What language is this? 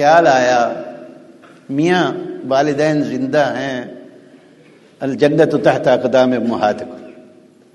Urdu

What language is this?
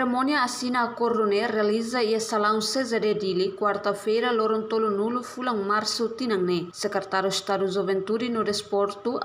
Tetum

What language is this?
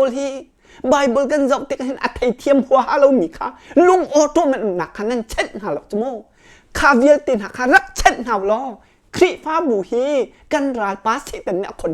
Hakha Chin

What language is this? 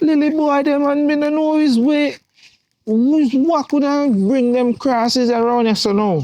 Jamaican Creole English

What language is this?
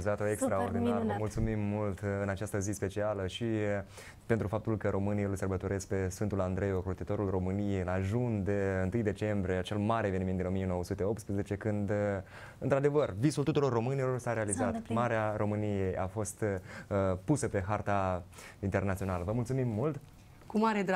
Romanian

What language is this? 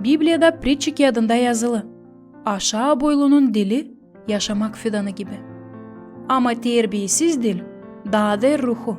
Gagauz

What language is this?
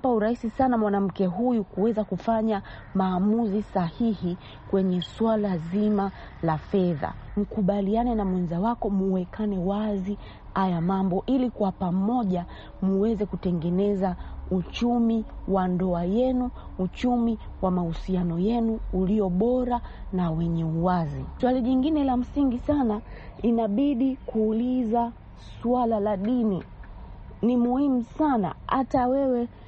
Swahili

